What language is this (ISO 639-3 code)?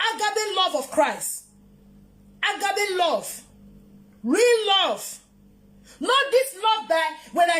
pcm